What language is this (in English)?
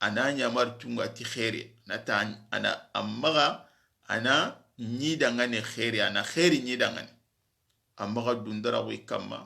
Soninke